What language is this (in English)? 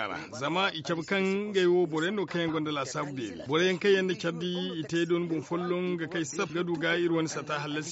Zarma